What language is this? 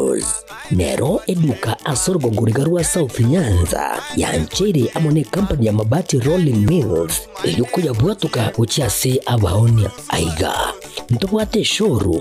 Gusii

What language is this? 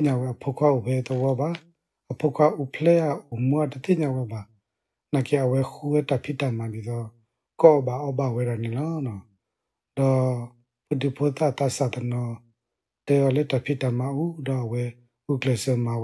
S'gaw Karen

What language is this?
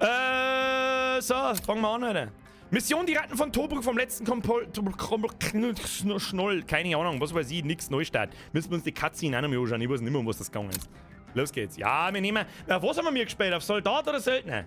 Bavarian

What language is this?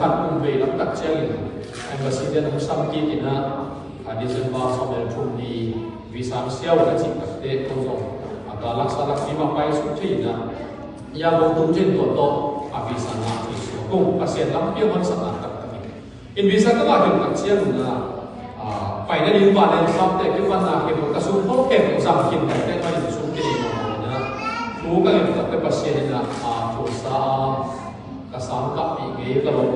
Tedim Chin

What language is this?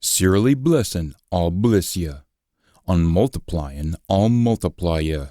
Scots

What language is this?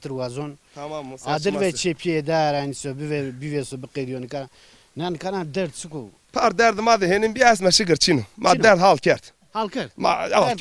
Zaza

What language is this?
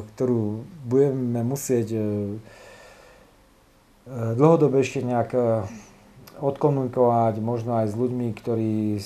Slovak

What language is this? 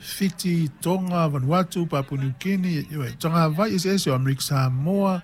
Samoan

